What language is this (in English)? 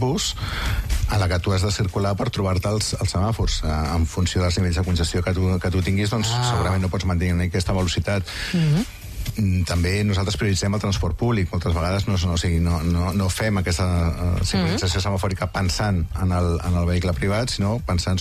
Catalan